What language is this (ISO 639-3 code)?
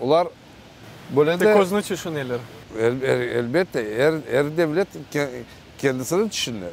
crh